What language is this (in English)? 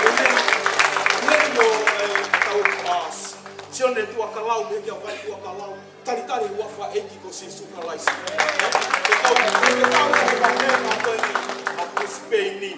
Tongan